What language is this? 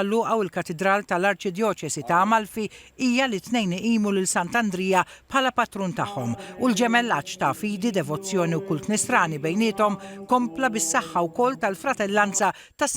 Maltese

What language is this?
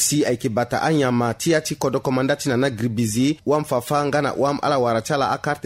Sango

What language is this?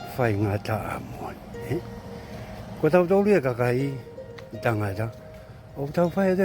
Tongan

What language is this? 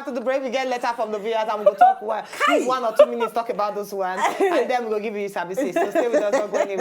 Nigerian Pidgin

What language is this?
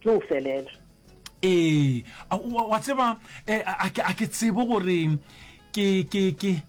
Northern Sotho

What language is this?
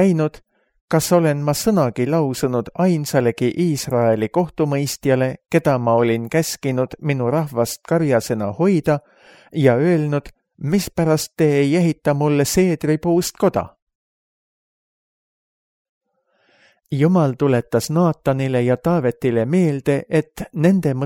Estonian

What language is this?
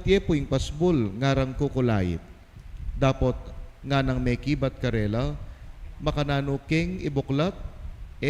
Pampanga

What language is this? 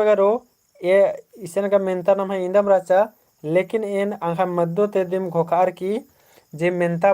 Kurukh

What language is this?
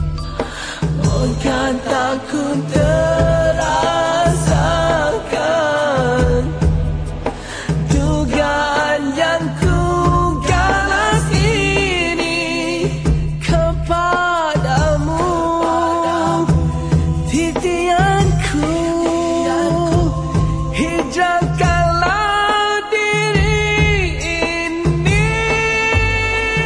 Malay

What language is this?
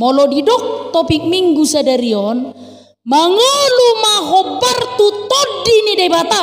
Batak Toba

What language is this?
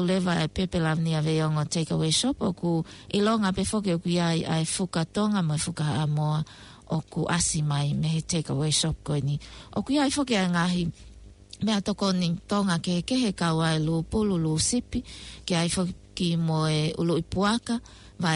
Tongan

